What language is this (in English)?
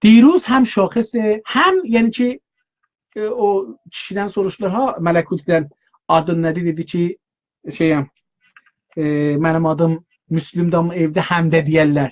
South Azerbaijani